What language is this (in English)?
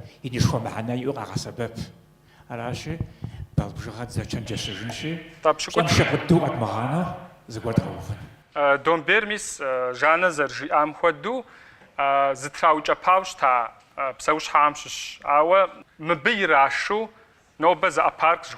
Kabardian